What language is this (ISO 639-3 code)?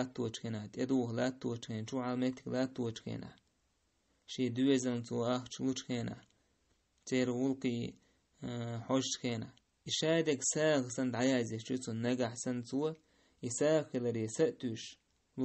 che